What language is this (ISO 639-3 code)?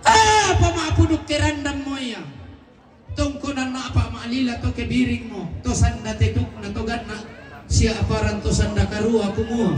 sda